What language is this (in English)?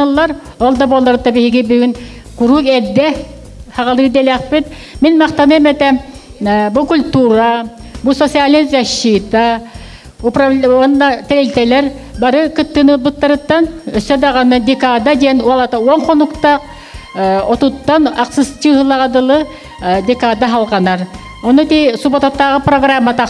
Yakut